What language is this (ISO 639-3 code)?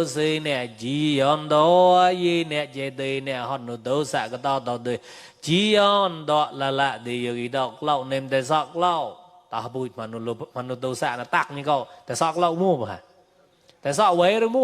mnw